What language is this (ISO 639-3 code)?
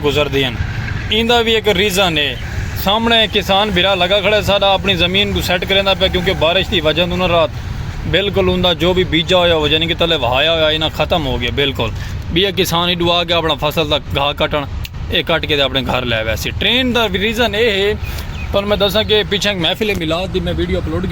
skr